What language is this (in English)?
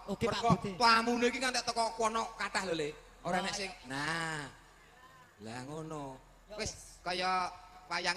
Javanese